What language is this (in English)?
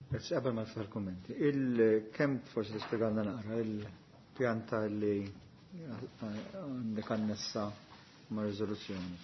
Maltese